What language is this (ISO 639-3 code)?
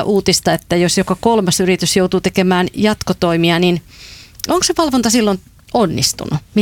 fin